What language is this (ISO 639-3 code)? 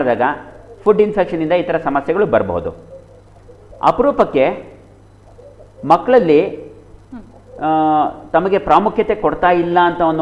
kan